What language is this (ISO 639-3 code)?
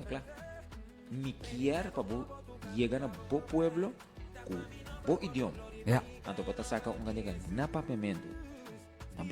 pap